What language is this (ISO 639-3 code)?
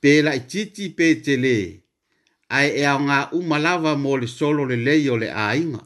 smo